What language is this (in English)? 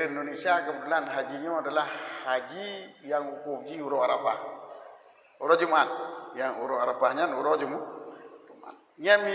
Achinese